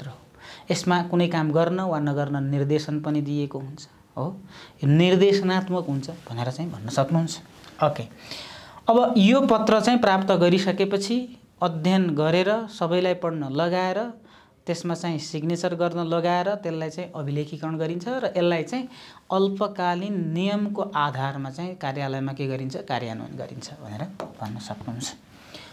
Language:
Nepali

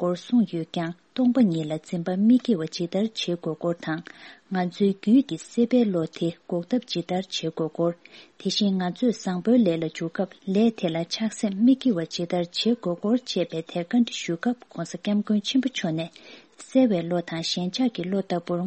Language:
Tibetan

